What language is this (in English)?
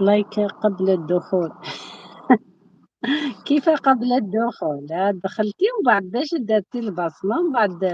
Algerian Arabic